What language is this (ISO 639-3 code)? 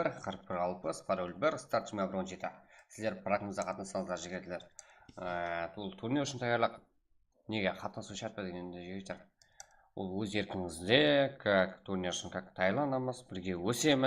kaa